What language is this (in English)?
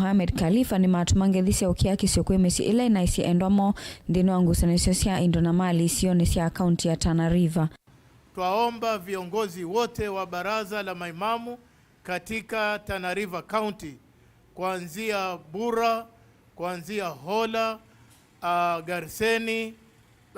Kamba